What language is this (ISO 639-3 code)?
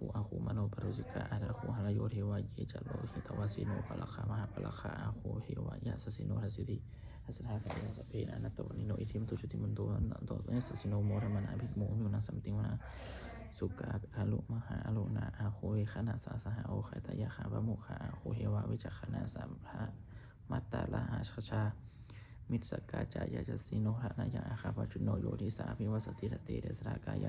pli